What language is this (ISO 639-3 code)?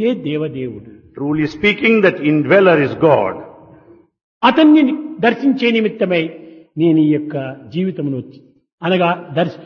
tel